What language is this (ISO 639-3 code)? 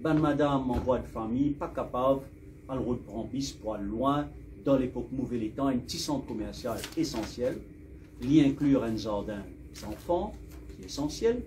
mfe